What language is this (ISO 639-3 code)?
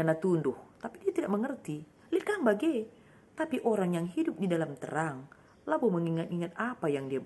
btx